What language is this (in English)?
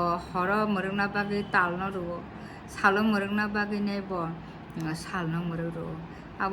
Kok Borok